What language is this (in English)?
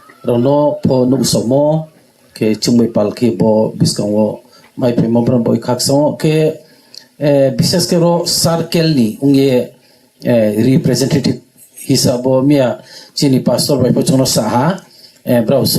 Riang (India)